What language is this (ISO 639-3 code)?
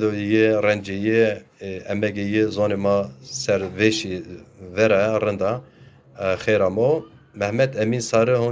zza